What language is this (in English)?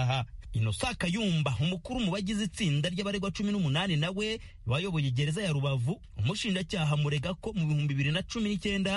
Kinyarwanda